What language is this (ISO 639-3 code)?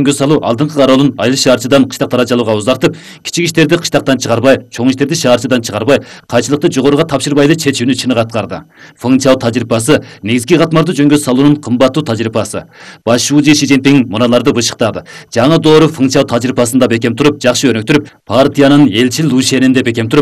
kir